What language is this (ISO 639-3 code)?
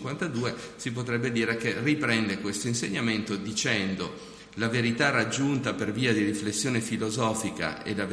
ita